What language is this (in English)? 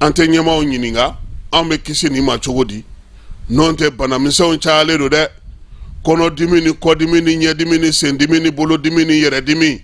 Bambara